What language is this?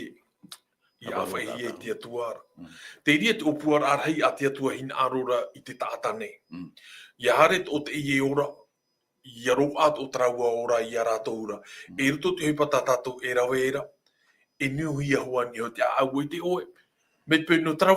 Tahitian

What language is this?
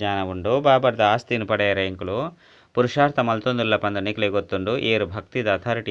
Tulu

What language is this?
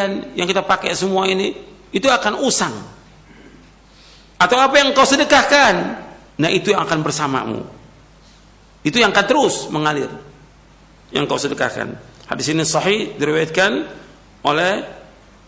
Indonesian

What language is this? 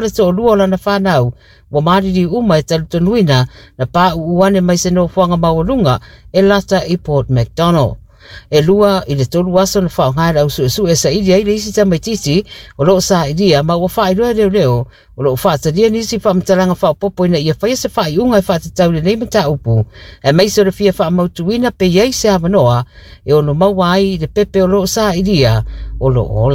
Samoan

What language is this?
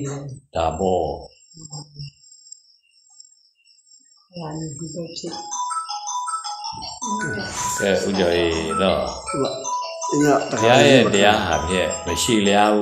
Burmese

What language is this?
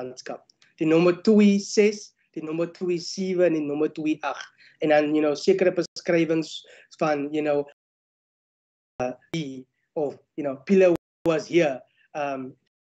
Afrikaans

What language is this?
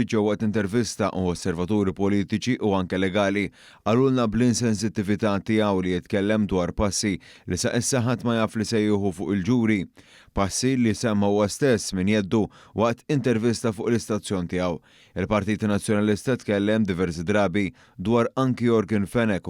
Maltese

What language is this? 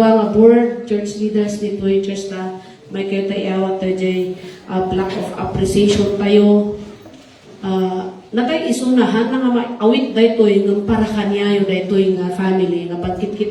Iloko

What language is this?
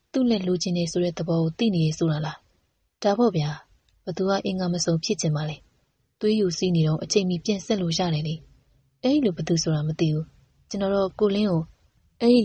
Burmese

